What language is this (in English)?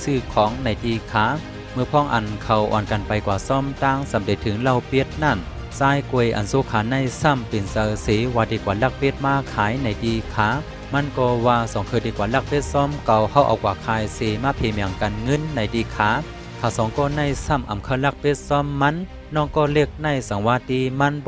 Shan